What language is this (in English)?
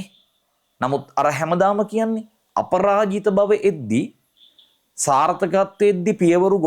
Sinhala